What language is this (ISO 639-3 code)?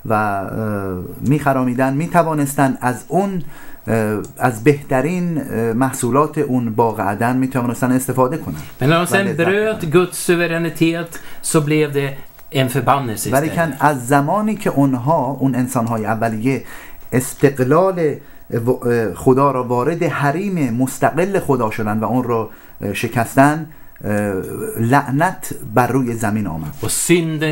fas